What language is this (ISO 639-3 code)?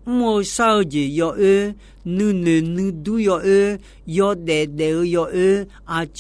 ahk